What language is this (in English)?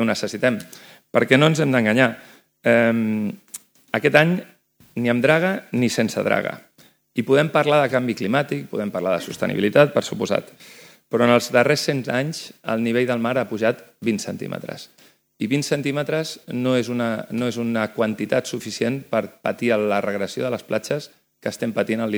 Catalan